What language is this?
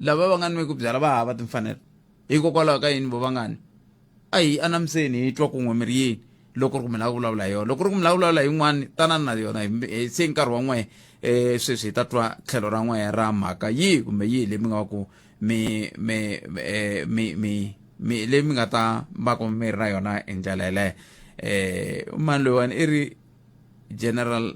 Tsonga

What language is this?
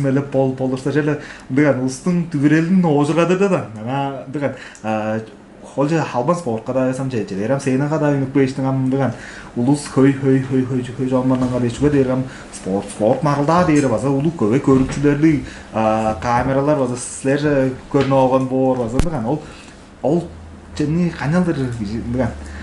Tuvinian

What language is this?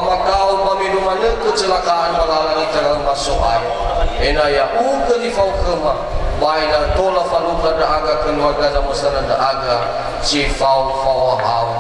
Nias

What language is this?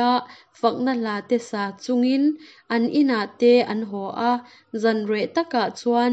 Hakha Chin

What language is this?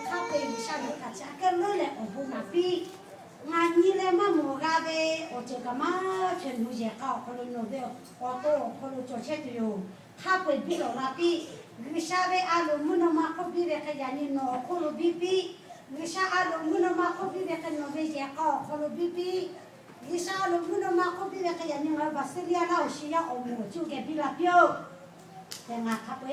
Lahu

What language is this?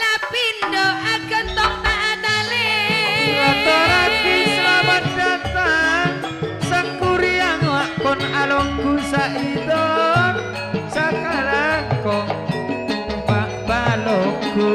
Madurese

